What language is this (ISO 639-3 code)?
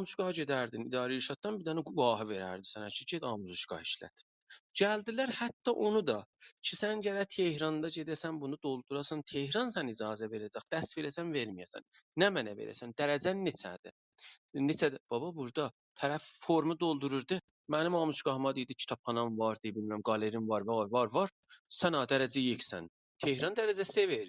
azb